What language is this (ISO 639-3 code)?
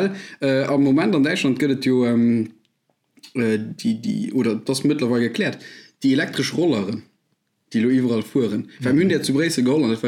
ltz